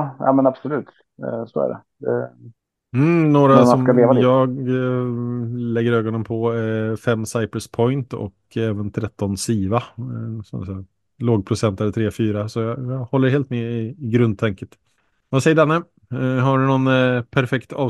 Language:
Swedish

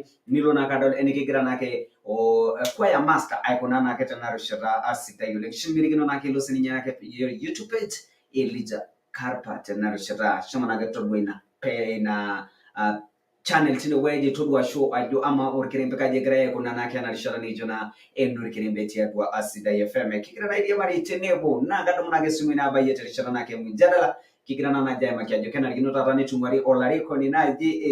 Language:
Masai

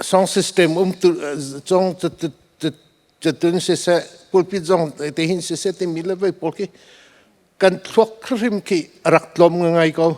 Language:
Hakha Chin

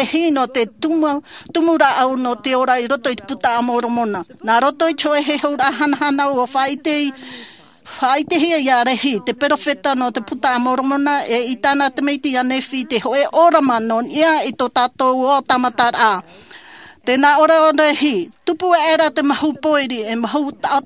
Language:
Tahitian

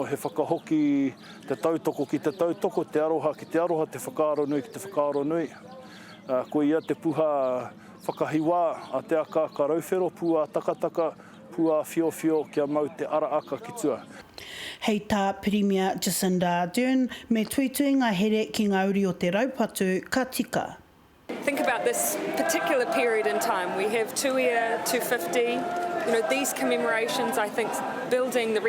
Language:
Māori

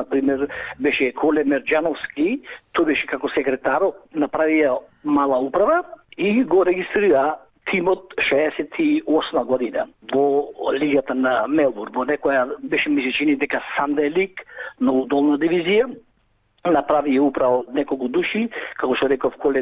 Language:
Macedonian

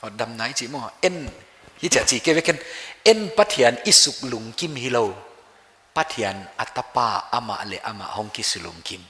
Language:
Paite Chin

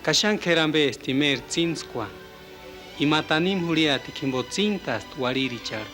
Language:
Purepecha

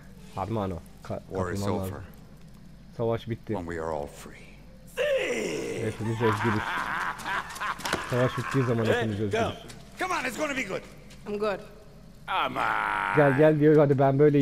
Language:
Turkish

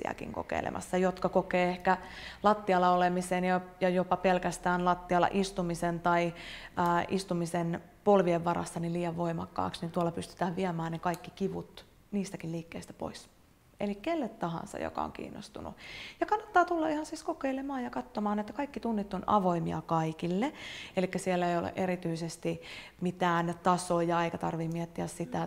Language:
Finnish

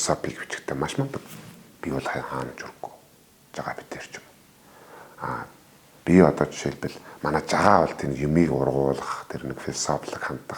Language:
Mongolian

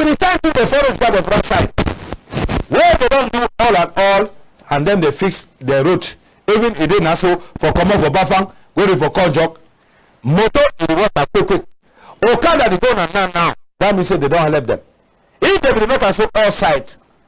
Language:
Cameroon Pidgin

